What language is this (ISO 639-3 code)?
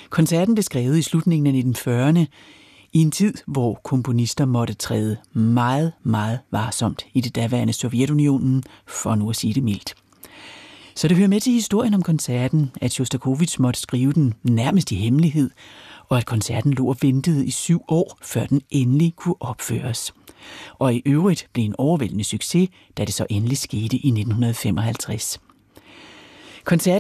dan